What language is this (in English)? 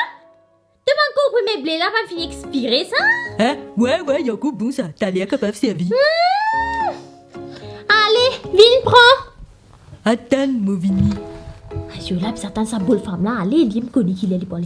Morisyen